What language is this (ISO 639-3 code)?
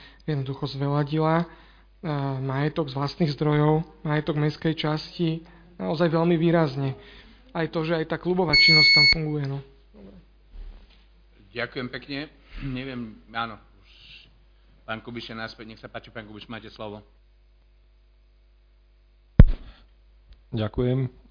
slk